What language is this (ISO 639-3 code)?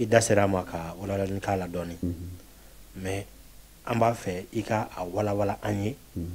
bam